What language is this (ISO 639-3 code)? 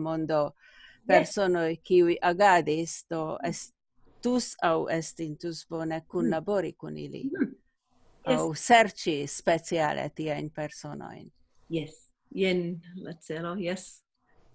epo